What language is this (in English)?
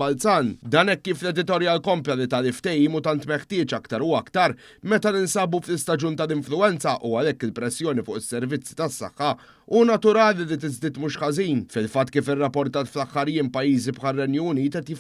Maltese